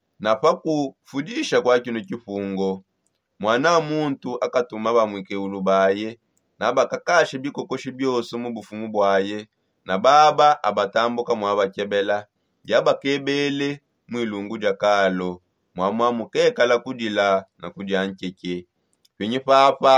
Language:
Songe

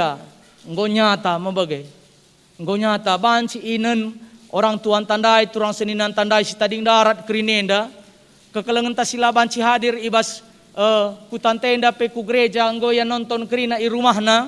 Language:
Batak Karo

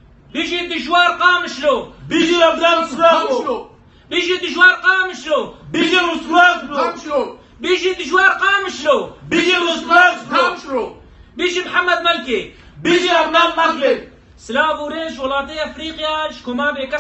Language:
Kurdish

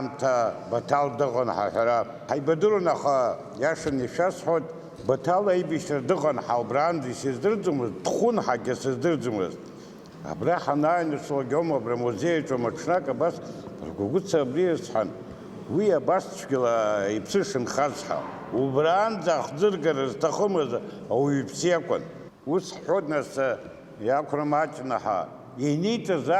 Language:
Abkhazian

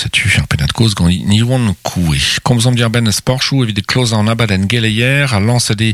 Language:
Breton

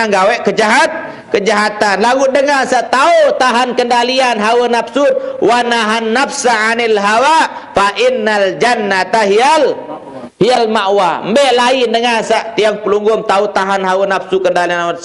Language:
Sasak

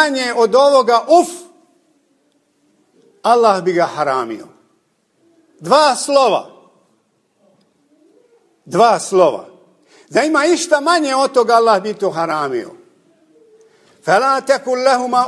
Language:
Bosnian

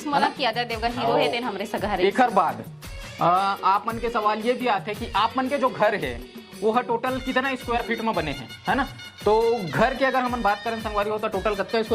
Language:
Chhattisgarhi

